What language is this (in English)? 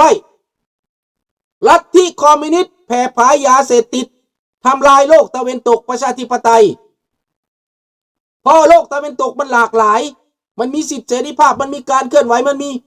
Lao